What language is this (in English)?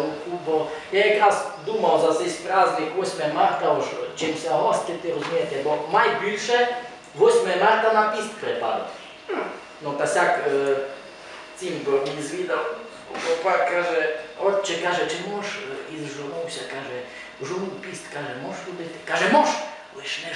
Rusyn